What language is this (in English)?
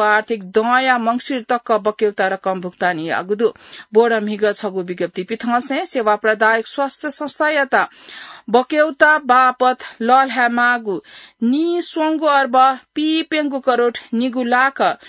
Newari